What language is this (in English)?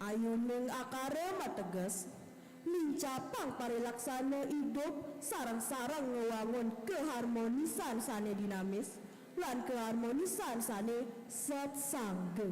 Balinese